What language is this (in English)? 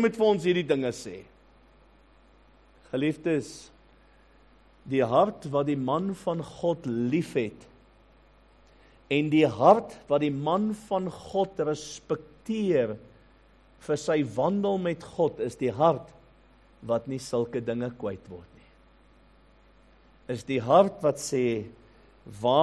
Afrikaans